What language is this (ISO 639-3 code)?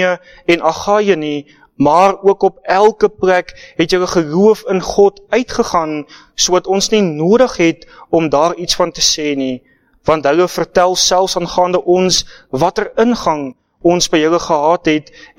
afr